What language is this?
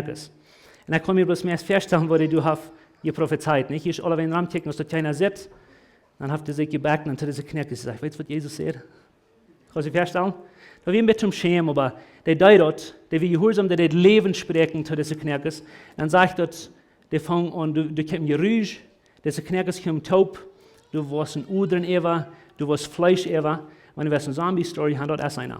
Plautdietsch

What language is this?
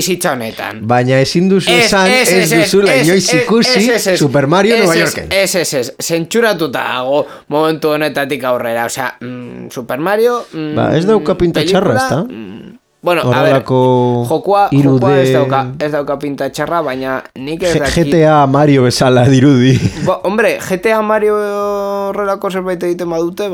Basque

